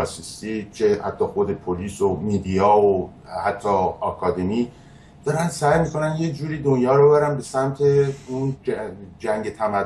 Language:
Persian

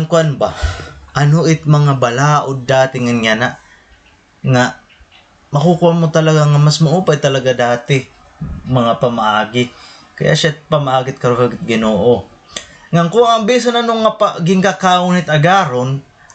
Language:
Waray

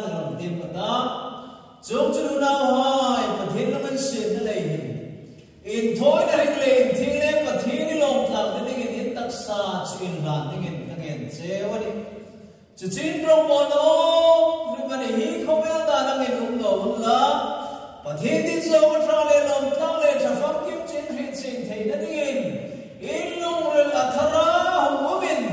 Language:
Hmar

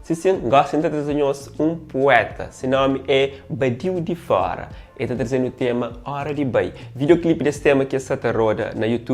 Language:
Kabuverdianu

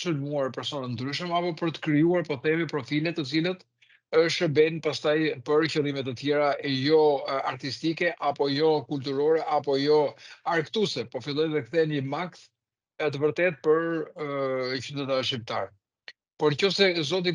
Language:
Albanian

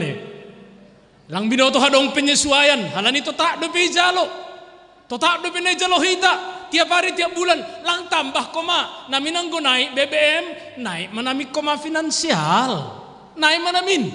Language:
Batak Simalungun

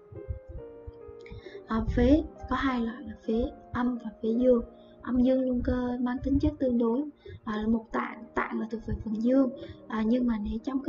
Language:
Vietnamese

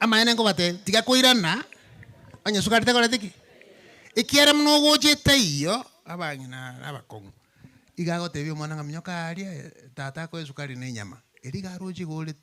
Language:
Gusii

